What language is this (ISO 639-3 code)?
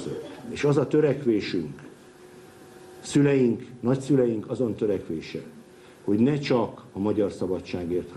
hun